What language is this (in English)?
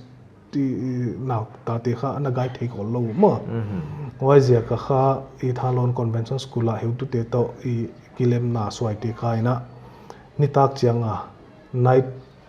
Paite Chin